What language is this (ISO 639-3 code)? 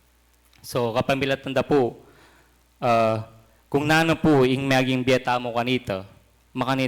pam